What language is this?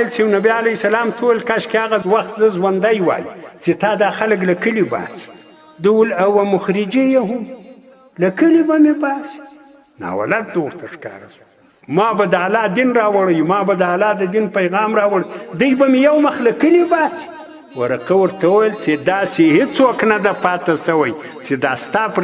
Pashto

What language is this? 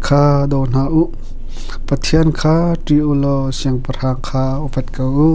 Hakha Chin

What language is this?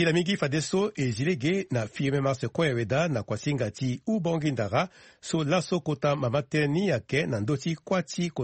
Sango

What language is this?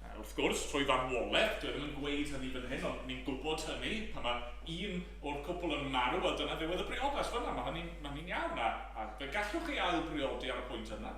Welsh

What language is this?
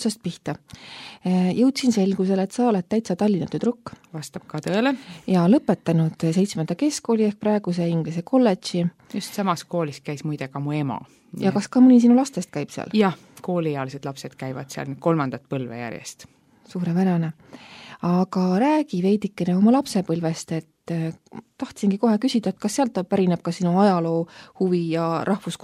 Estonian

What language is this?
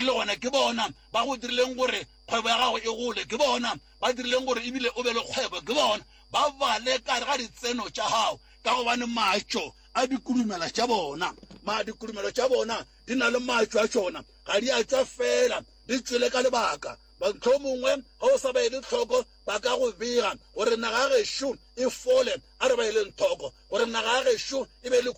Northern Sotho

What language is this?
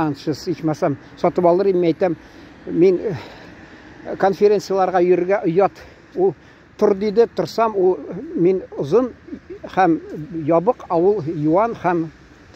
Tatar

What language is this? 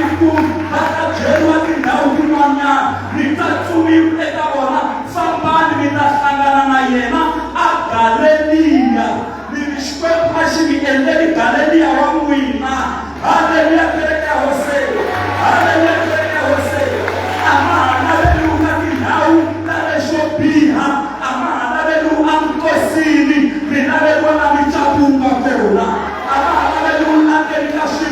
Tsonga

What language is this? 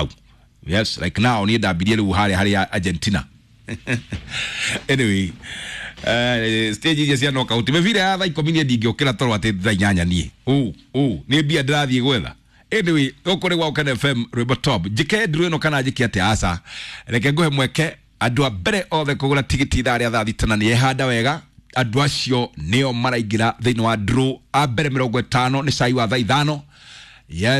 Kikuyu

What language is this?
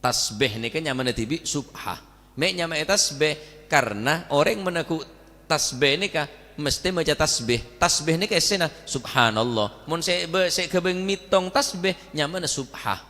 Madurese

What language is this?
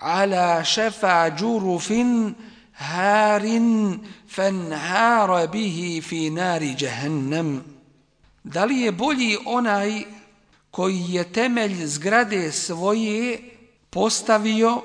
Bosnian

